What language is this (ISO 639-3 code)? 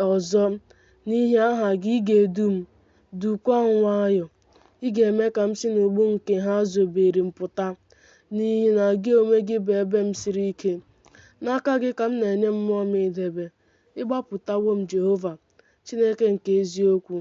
ibo